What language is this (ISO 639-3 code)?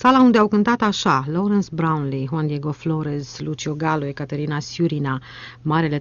ron